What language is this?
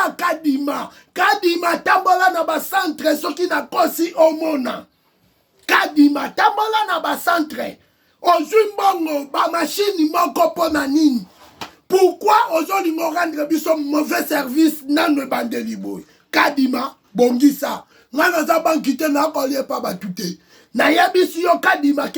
Lingala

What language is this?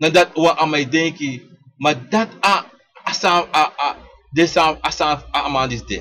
Sranan Tongo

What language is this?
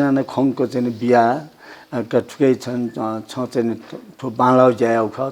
Newari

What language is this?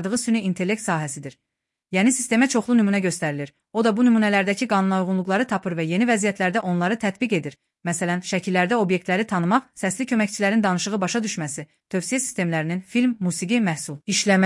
Azerbaijani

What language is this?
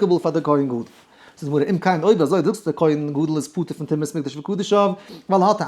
Yiddish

